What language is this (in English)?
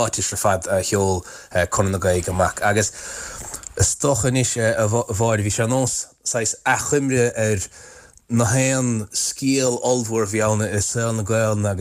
Irish